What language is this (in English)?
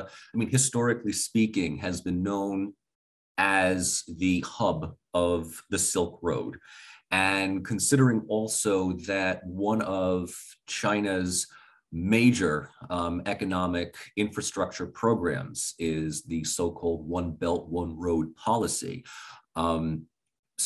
English